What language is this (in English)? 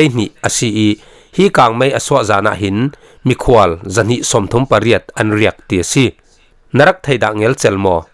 Falam Chin